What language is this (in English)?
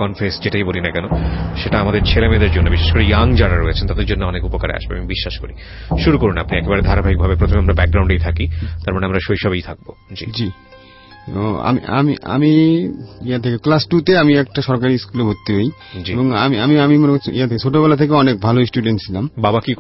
Bangla